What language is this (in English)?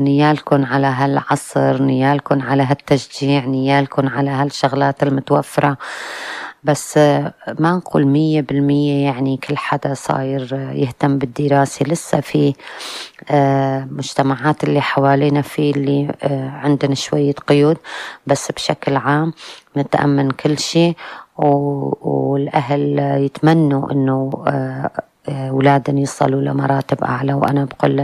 North Levantine Arabic